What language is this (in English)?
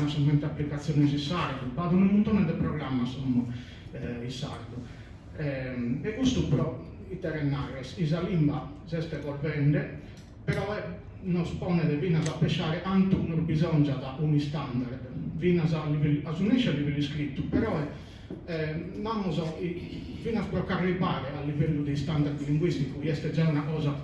Sardinian